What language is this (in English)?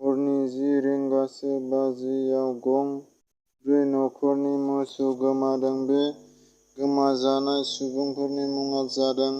Bodo